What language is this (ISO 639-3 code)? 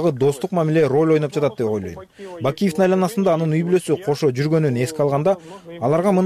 kir